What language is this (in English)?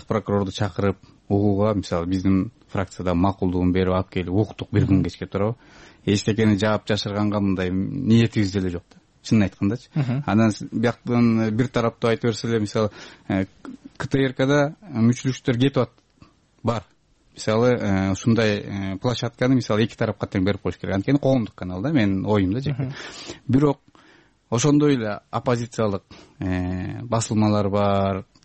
Kyrgyz